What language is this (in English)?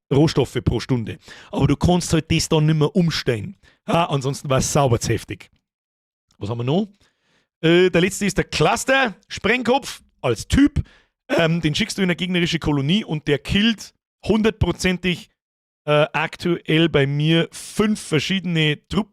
Bavarian